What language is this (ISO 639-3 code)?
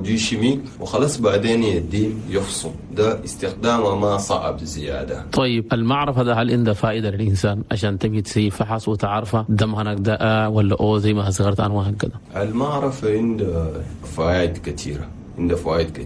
shu